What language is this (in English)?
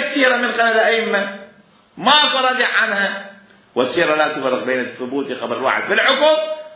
Mesopotamian Arabic